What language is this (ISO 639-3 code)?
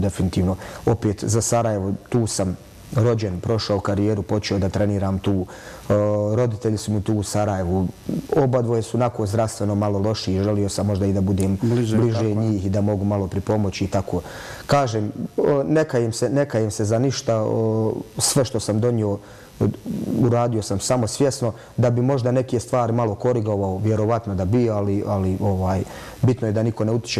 bos